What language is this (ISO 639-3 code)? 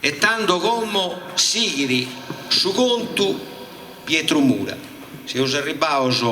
srd